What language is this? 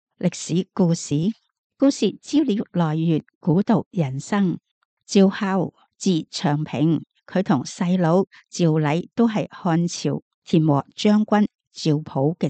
Cantonese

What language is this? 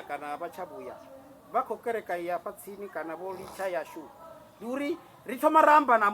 Venda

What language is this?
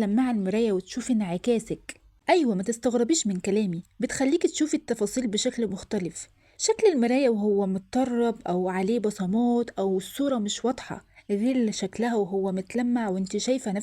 Egyptian Arabic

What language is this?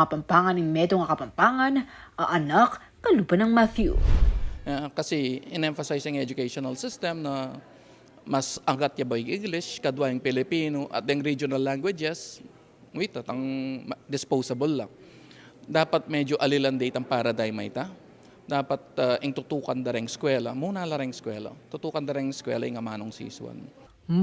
Pampanga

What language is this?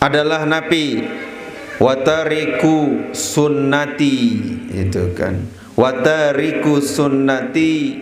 Sasak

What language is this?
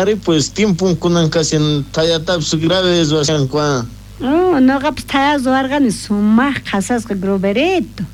South Bolivian Quechua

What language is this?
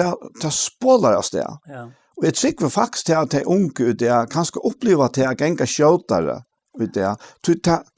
Faroese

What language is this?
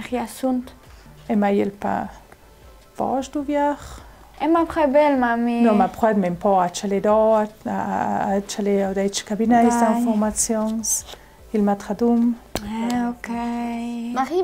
Ladin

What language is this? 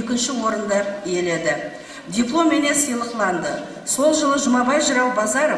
Kara-Kalpak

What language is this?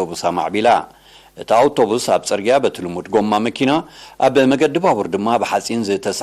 Tigrinya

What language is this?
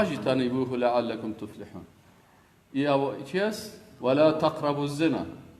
Persian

